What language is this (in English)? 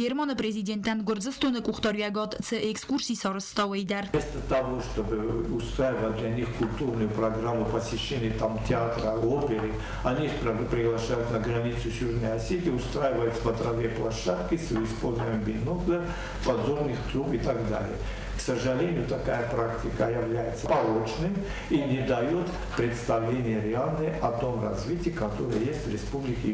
Ossetic